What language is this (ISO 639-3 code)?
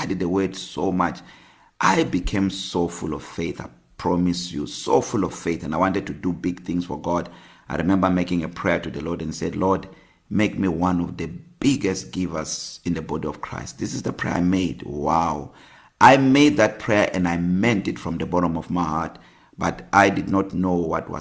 eng